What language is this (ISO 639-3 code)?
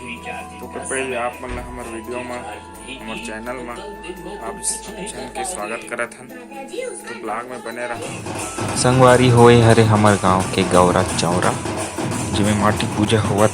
hne